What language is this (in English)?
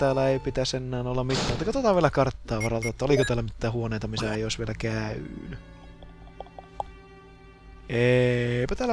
Finnish